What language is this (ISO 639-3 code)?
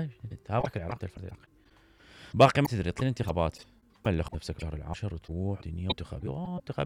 acm